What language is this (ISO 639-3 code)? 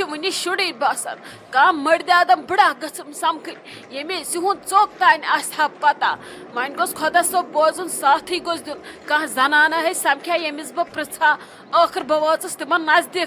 kas